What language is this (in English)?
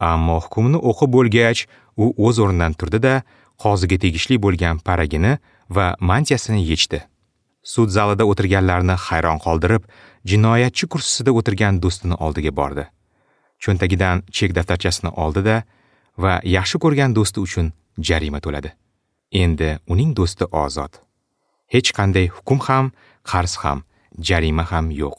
Uzbek